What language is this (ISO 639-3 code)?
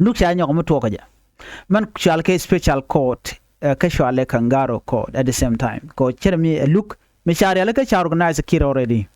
nus